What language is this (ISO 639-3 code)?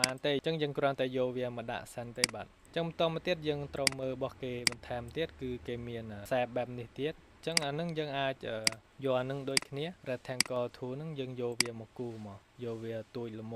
khm